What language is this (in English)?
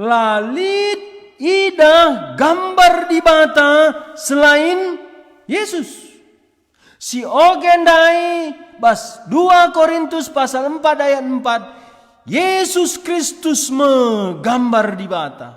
Batak Karo